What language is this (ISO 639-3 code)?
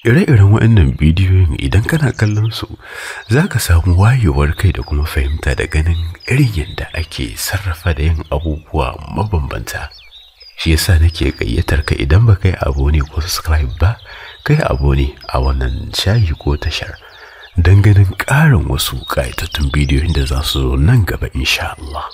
hau